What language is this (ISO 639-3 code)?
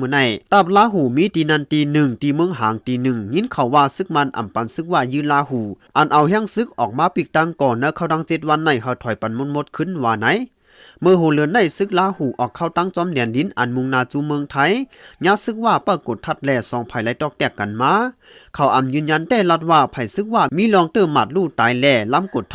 shn